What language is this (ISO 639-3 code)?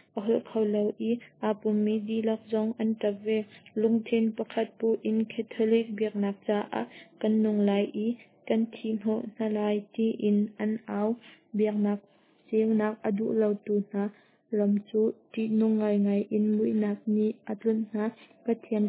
cnh